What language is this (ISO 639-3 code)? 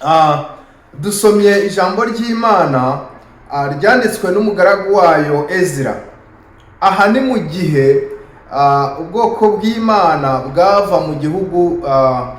kin